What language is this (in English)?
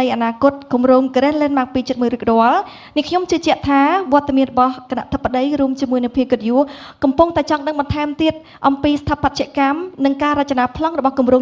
Khmer